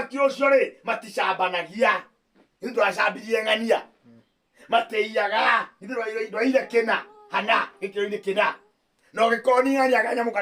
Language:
Kikuyu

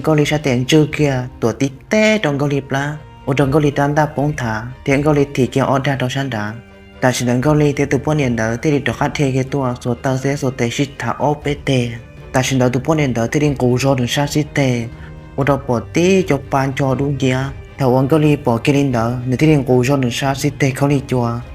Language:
Hmong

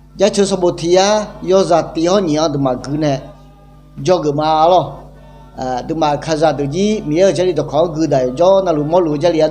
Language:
Akha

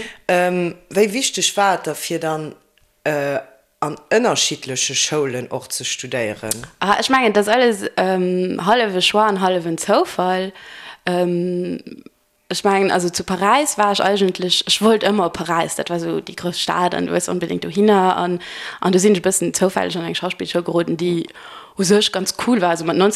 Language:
Luxembourgish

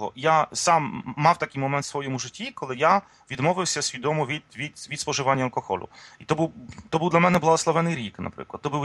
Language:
Ukrainian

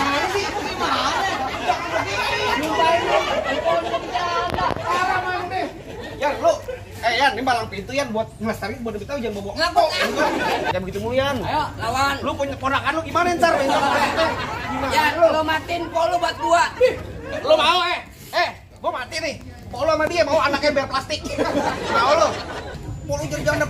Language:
Betawi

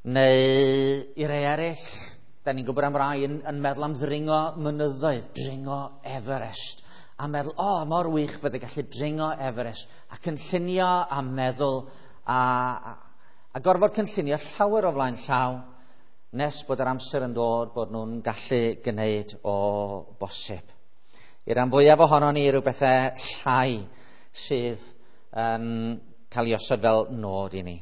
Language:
Welsh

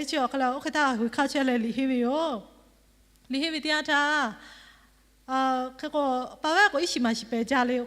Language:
Lahu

